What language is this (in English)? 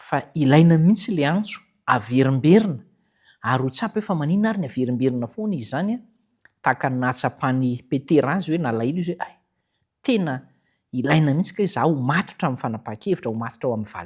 Malagasy